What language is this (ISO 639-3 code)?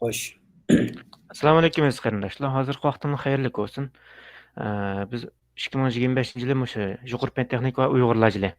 uig